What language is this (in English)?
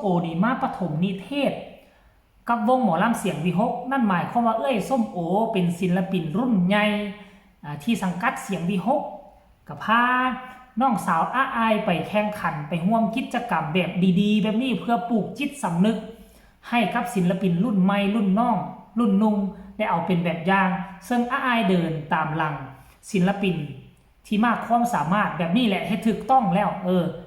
Northeastern Thai